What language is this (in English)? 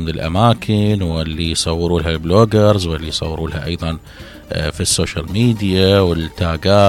Mesopotamian Arabic